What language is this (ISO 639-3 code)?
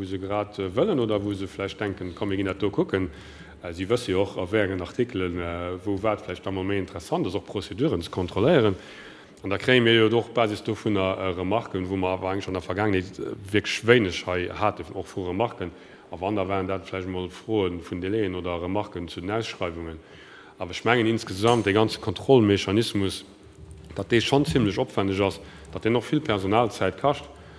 ltz